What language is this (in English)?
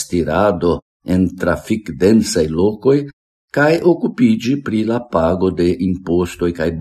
Esperanto